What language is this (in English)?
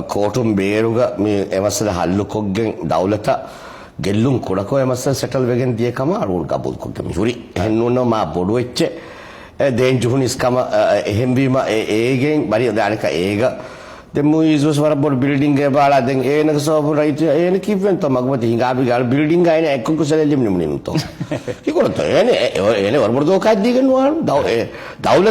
Divehi